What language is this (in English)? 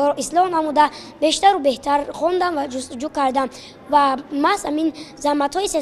Tajik